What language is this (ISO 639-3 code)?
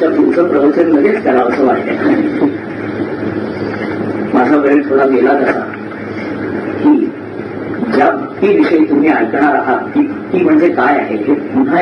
mar